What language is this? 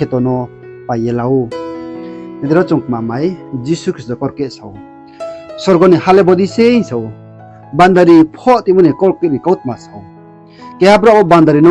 Riang (India)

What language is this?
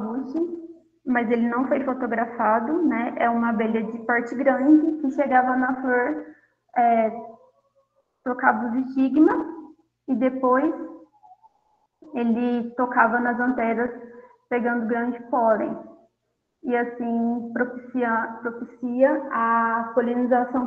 Portuguese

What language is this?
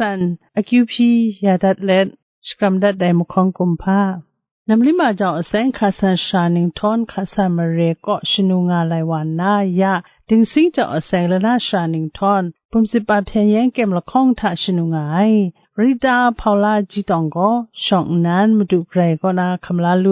Kachin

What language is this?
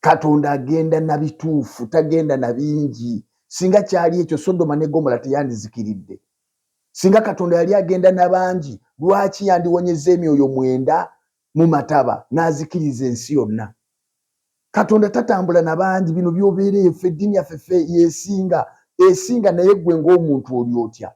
Ganda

